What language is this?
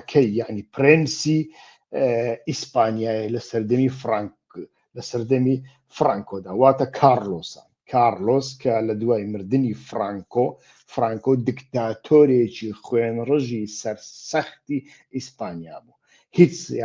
Central Kurdish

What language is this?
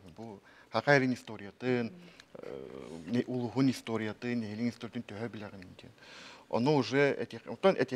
Yakut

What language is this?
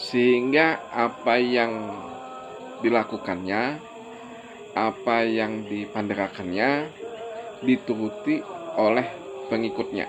Banjar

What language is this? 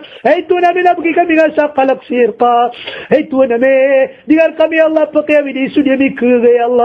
Maranao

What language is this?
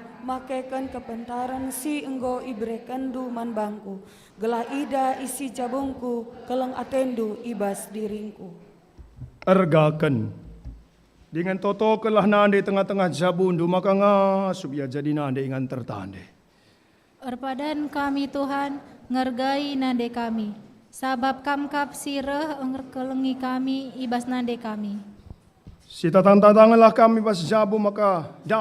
Batak Karo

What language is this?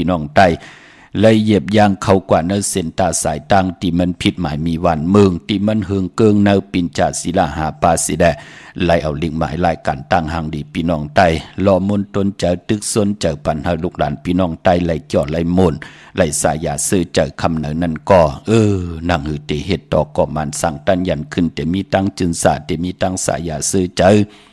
Shan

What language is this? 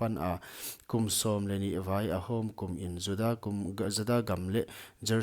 Paite Chin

